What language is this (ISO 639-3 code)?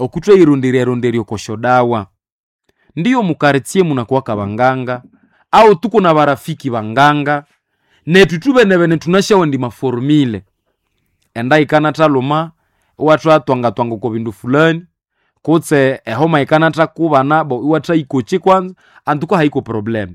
nnb